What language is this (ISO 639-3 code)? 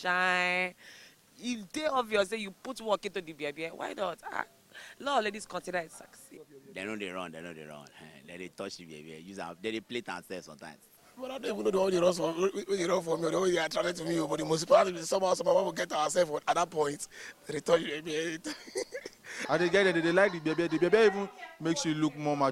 pcm